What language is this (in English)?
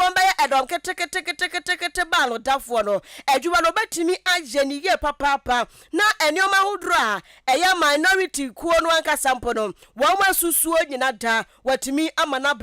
Akan